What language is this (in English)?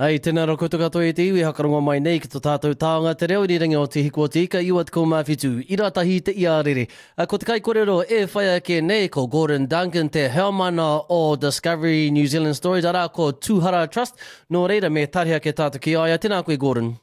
Māori